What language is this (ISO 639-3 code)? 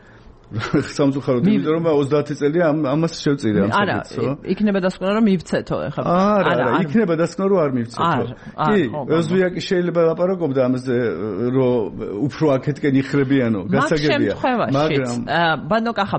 kat